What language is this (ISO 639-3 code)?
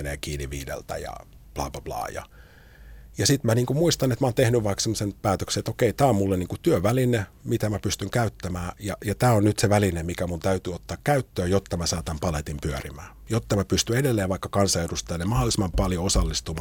fin